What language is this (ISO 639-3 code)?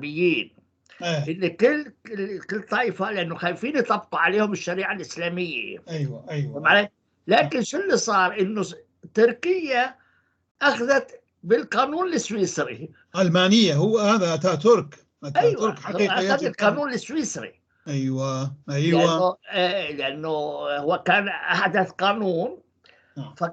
apc